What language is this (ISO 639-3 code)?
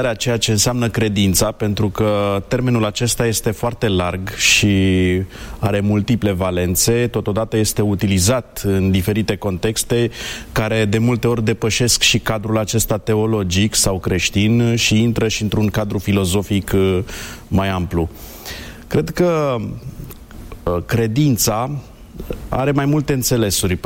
ron